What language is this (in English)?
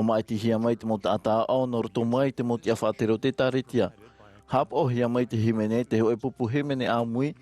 Tahitian